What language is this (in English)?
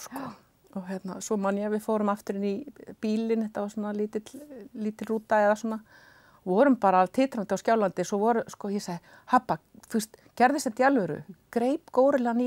Icelandic